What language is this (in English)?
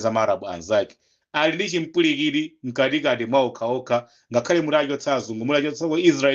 Nyanja